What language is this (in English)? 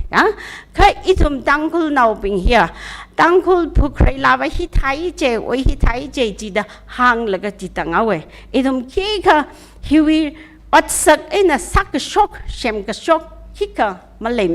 Tangkhul Naga (India)